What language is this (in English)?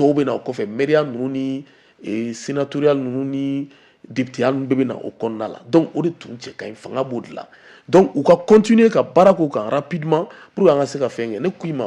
Bambara